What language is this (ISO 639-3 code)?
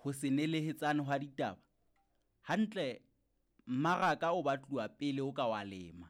sot